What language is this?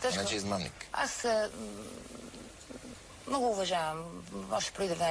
Bulgarian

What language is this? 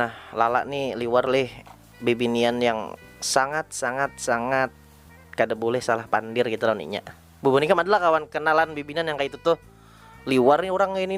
Banjar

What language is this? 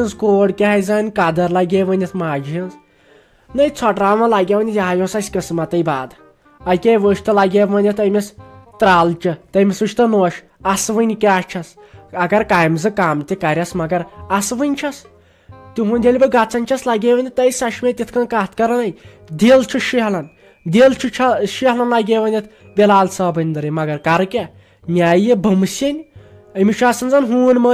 Kashmiri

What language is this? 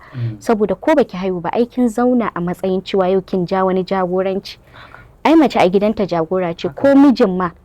Hausa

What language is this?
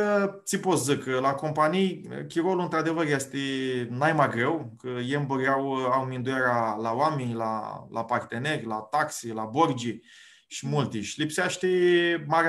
Aromanian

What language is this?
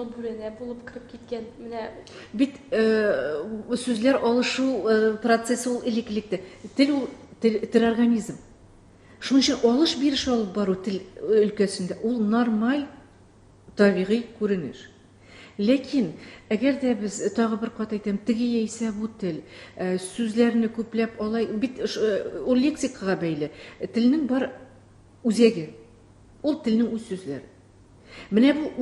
Tatar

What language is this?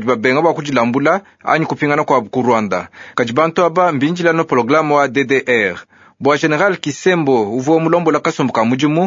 Luba-Lulua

